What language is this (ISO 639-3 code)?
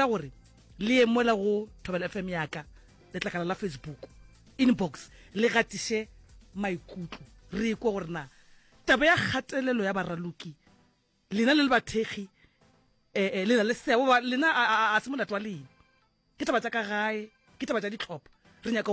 nso